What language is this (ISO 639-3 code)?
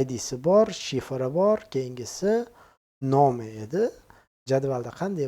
uzb